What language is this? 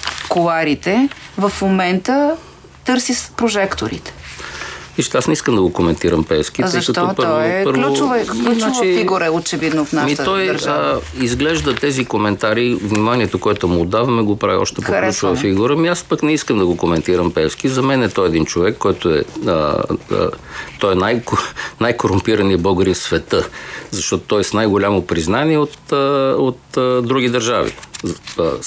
Bulgarian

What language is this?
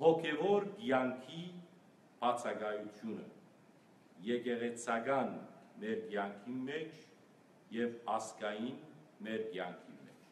Western Armenian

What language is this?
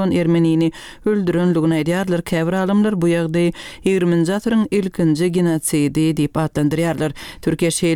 Turkmen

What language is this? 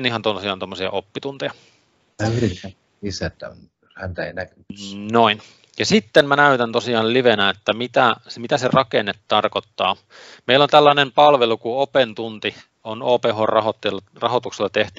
Finnish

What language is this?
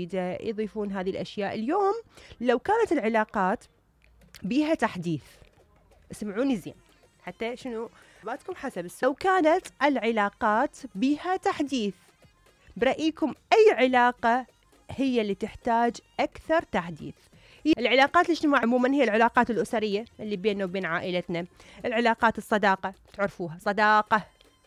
Mesopotamian Arabic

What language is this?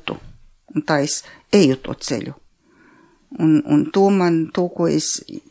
Latvian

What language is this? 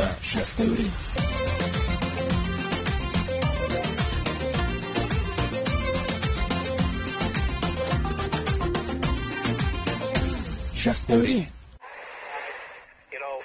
Kazakh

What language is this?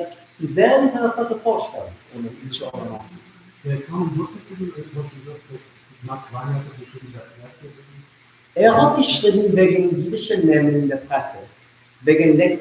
Yiddish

